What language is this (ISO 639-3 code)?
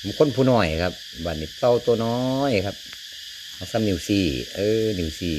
tts